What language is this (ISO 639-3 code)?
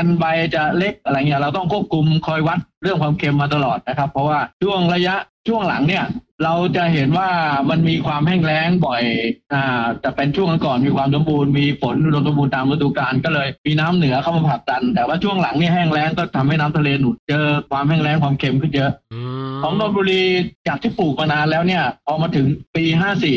tha